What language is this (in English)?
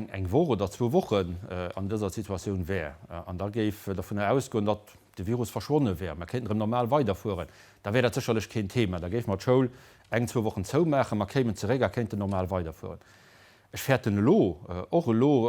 Luxembourgish